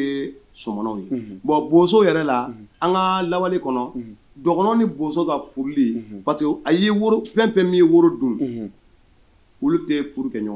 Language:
Bambara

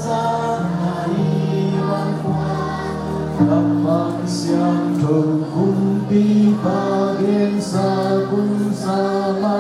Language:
Tedim Chin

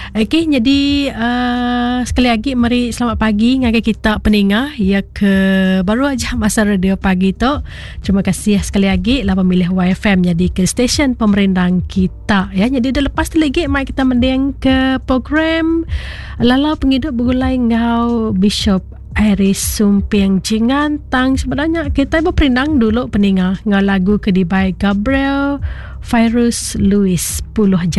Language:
Iban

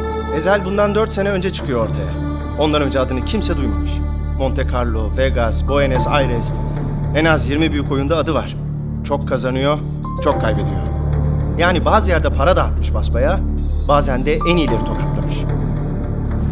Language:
Turkish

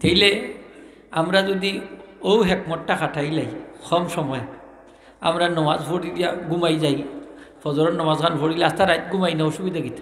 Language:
Sylheti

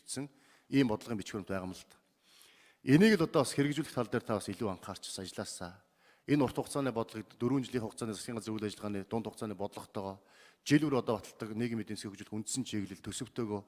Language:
Mongolian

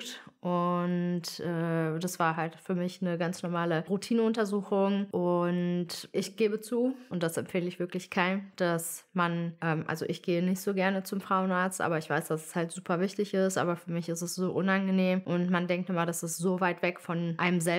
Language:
German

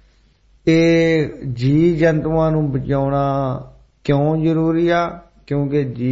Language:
Punjabi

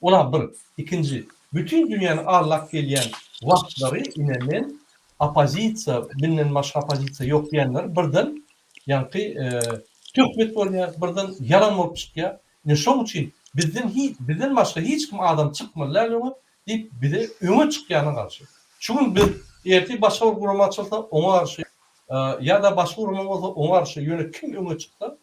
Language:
Turkmen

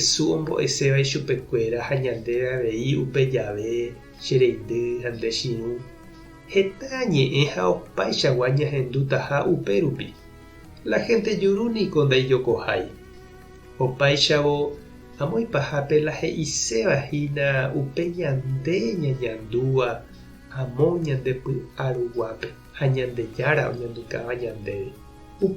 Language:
Guarani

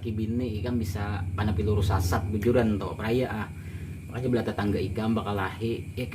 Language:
Banjar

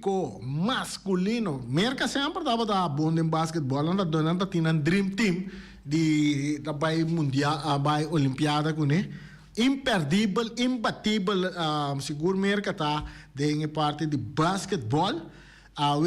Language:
Papiamento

